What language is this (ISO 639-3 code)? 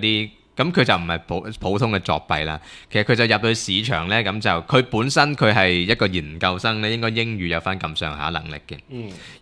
yue